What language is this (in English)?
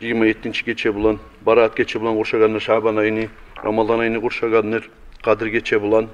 Kumyk